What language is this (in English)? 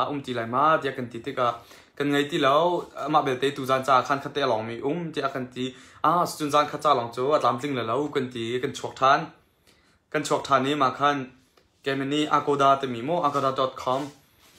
Hakha Chin